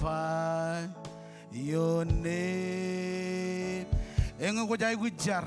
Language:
Marshallese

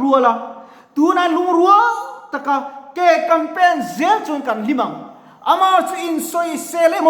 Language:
Mizo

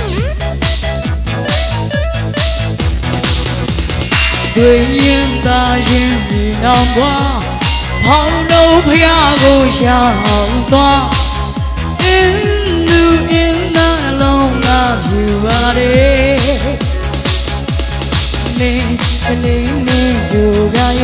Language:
Burmese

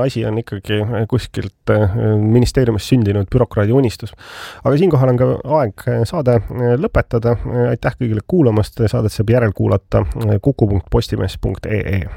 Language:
Estonian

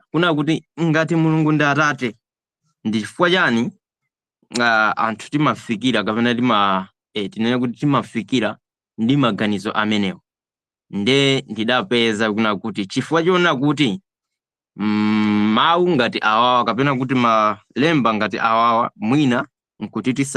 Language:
Nyanja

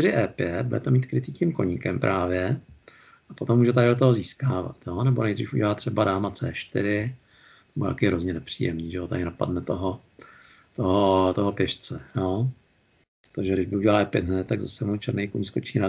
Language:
Czech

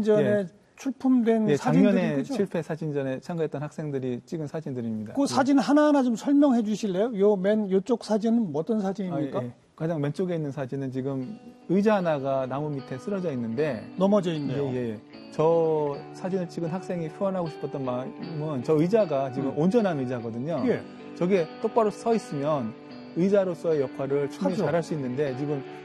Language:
Korean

